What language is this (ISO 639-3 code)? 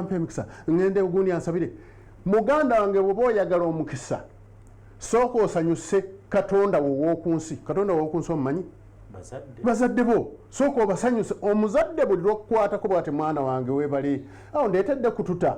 lug